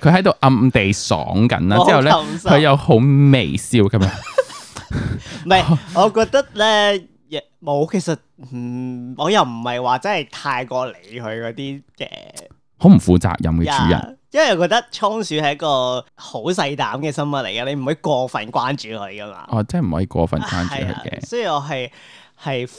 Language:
Cantonese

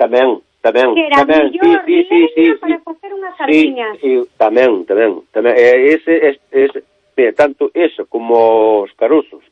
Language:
Galician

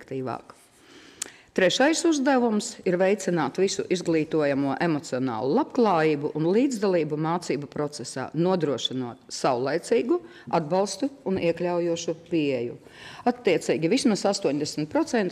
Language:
Latvian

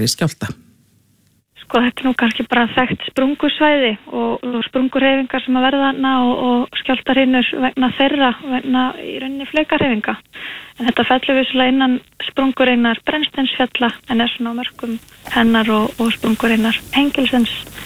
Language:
Icelandic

